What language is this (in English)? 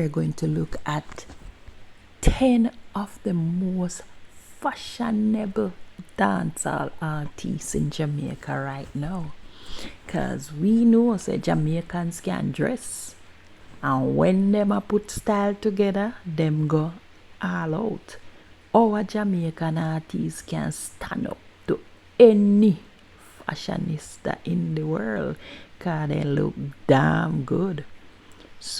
Jamaican Creole English